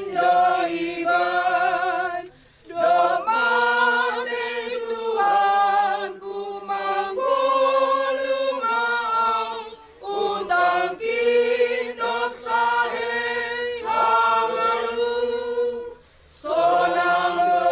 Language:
Batak Simalungun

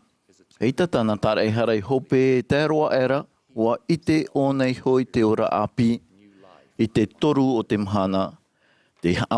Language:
Tahitian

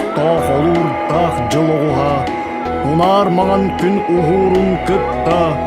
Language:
Yakut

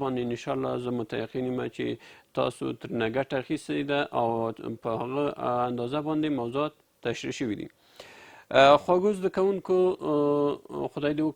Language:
Pashto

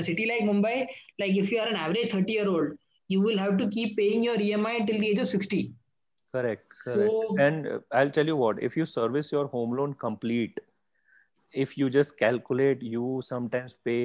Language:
English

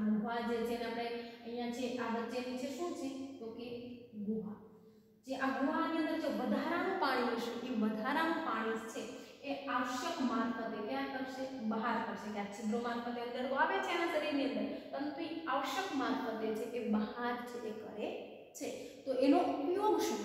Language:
Gujarati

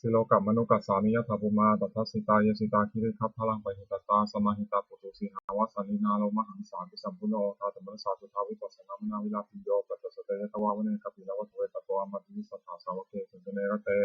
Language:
Pali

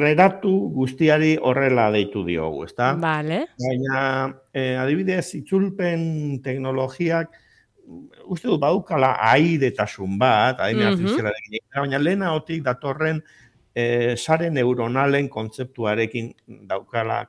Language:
Basque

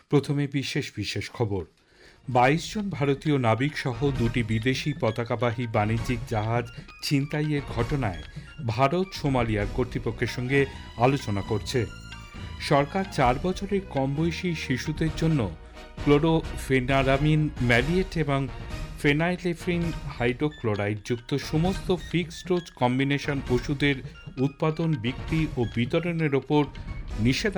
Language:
Bangla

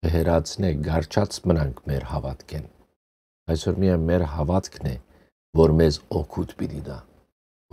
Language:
Western Armenian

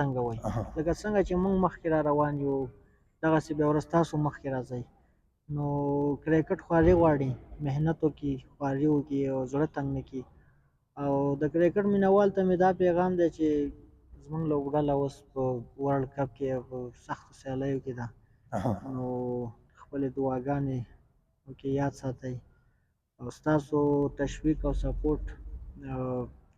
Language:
Pashto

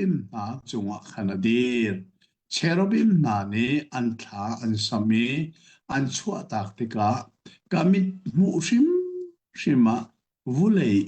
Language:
Hakha Chin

